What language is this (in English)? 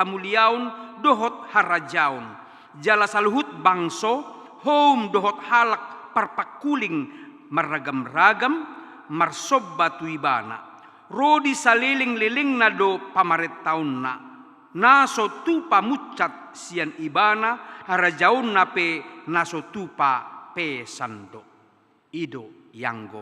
Batak Toba